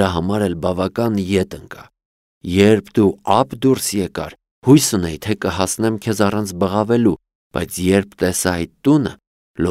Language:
Armenian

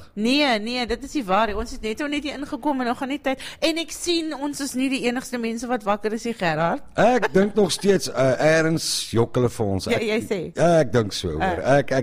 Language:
Afrikaans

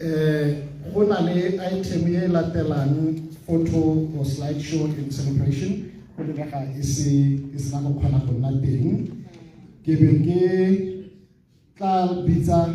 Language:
Tswana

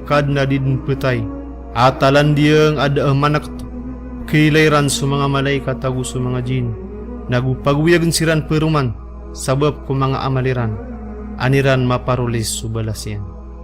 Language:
Maranao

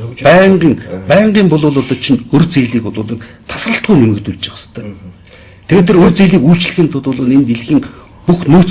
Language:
Mongolian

